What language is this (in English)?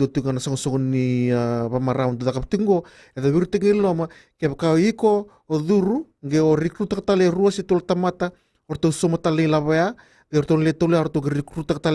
Fijian